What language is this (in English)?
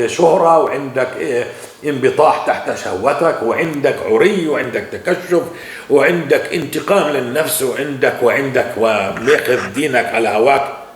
North Levantine Arabic